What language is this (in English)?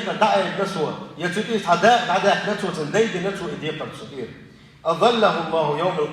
Chechen